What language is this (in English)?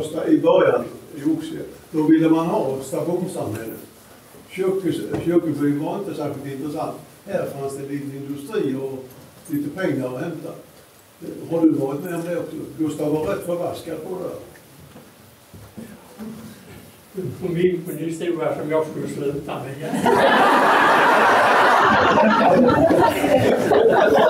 Swedish